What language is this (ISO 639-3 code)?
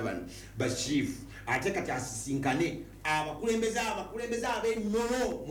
lug